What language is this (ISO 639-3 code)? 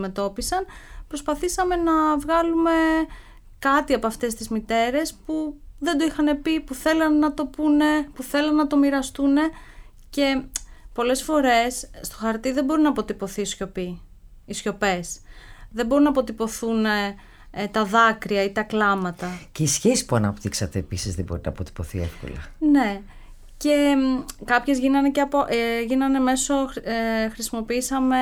ell